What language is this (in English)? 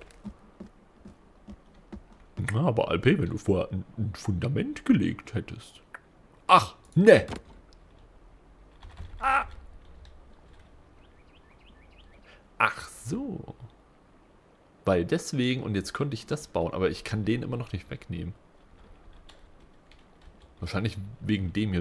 German